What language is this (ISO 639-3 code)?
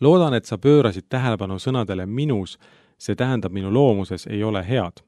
est